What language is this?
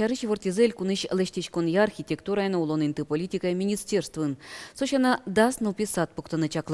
Udmurt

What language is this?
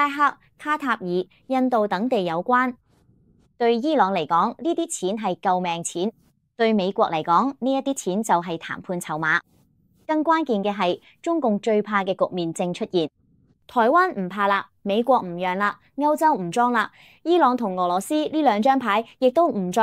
Cantonese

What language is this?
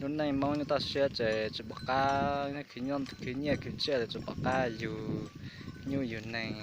Hmong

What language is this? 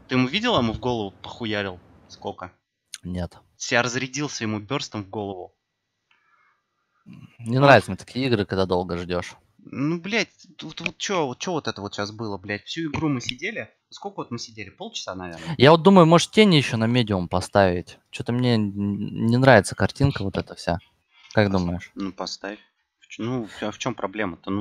Russian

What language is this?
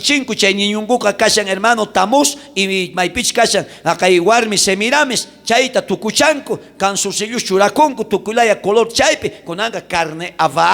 South Bolivian Quechua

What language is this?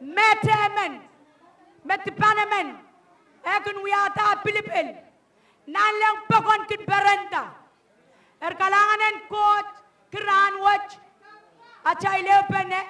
Pohnpeian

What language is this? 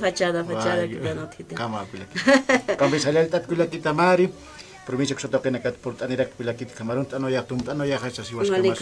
Aymara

